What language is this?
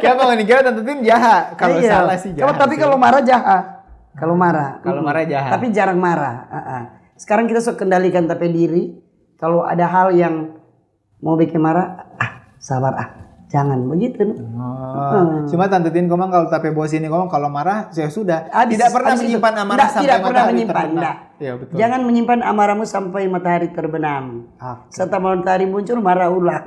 Manado Malay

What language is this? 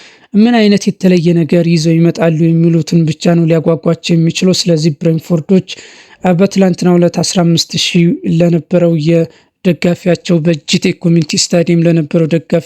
Amharic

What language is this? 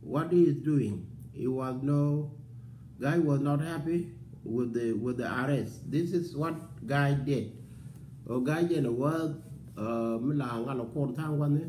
Nuer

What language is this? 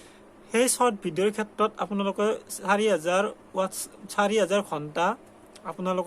Assamese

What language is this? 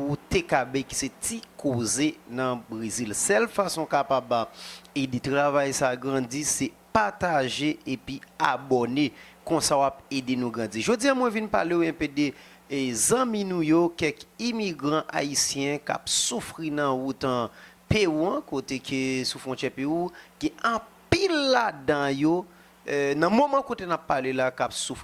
Haitian Creole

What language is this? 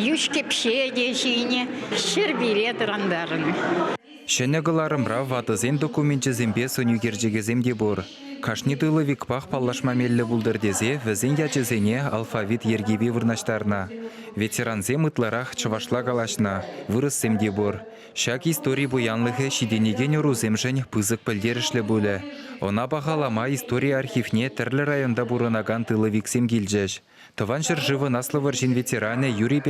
Chuvash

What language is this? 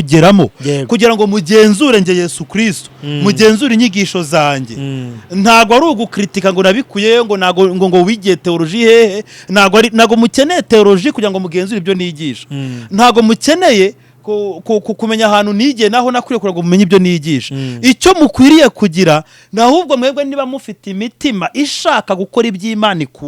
Kinyarwanda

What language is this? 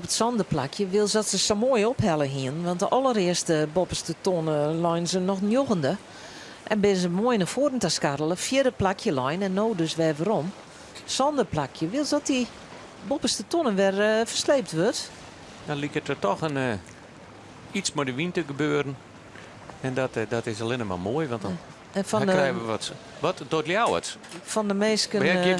Western Frisian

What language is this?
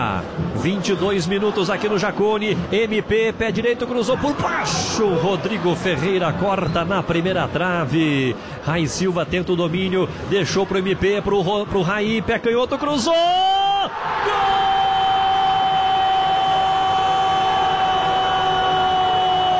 Portuguese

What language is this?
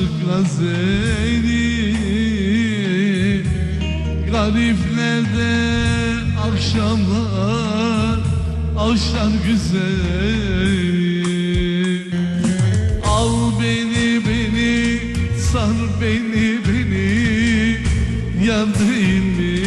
Turkish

